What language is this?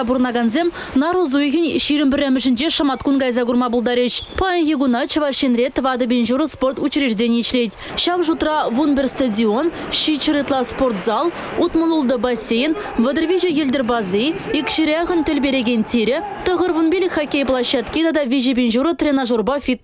Chuvash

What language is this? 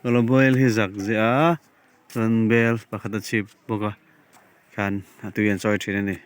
Mizo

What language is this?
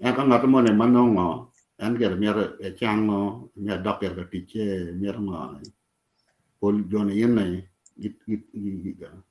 Acoli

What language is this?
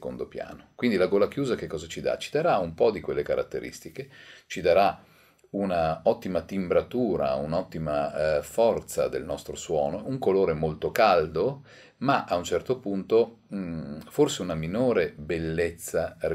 Italian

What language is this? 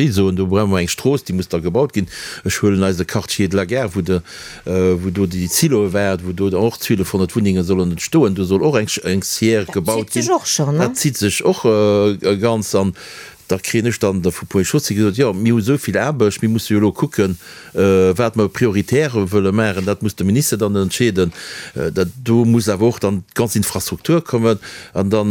Luxembourgish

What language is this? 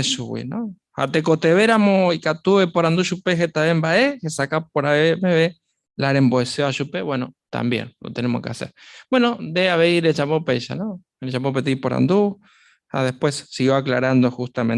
Guarani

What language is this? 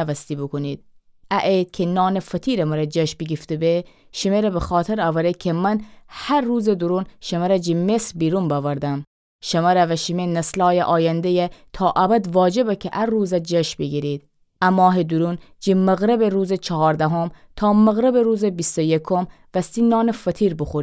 Gilaki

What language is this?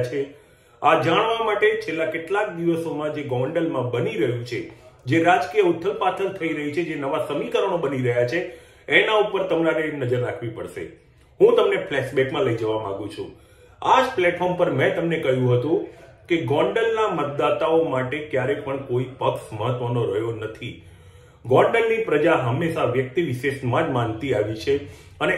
Gujarati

